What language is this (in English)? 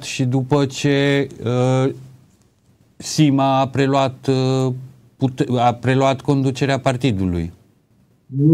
Romanian